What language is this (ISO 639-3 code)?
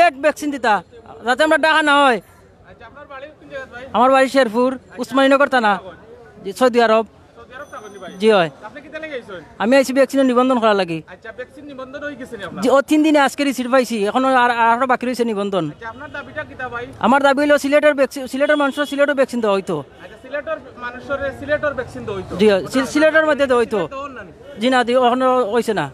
syl